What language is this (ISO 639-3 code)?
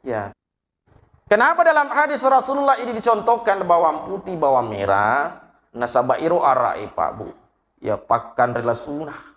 bug